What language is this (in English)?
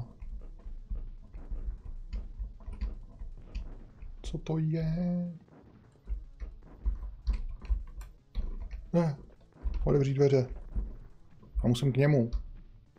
Czech